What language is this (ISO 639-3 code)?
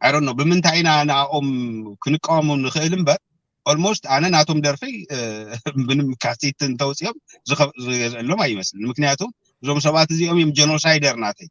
tir